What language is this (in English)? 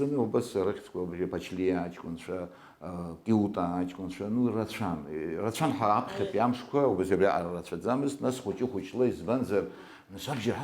Abkhazian